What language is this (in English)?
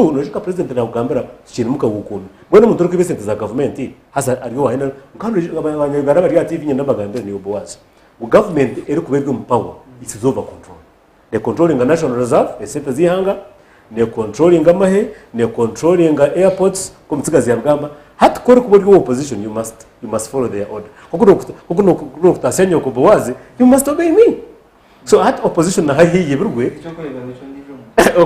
Nyankole